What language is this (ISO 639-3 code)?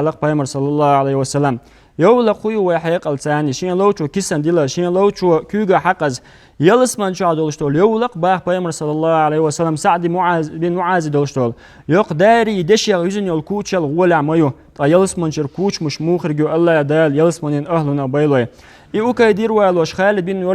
che